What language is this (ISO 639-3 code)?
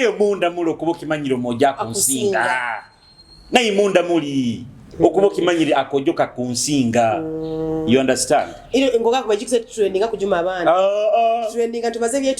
nyo